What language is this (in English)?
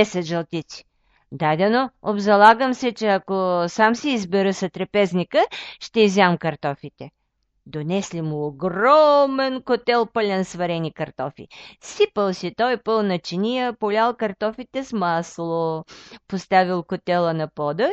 Bulgarian